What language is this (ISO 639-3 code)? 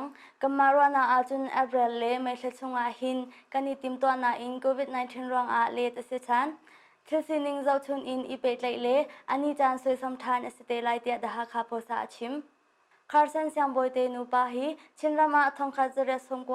cnh